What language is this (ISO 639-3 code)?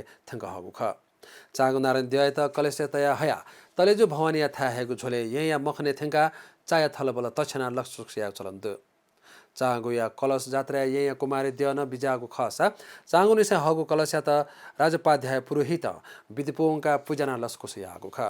new